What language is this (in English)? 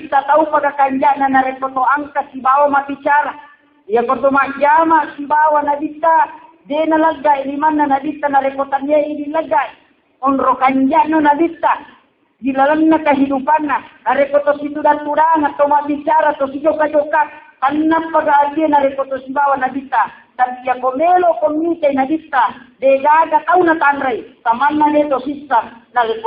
Buginese